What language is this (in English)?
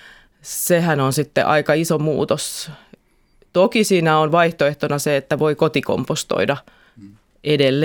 Finnish